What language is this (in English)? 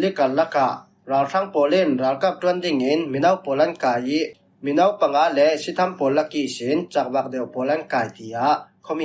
Falam Chin